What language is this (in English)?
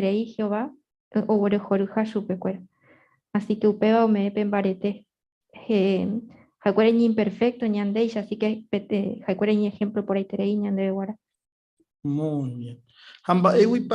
Guarani